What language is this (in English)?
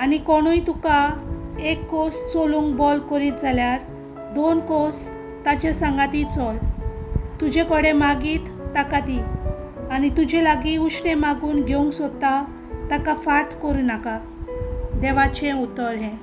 Konkani